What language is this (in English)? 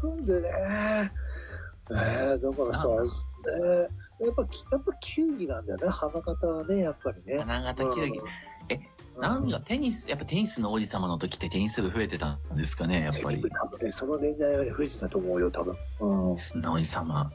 Japanese